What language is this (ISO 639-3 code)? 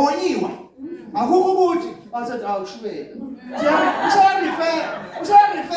zul